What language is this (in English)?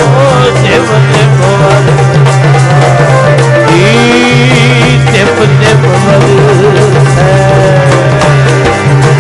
Punjabi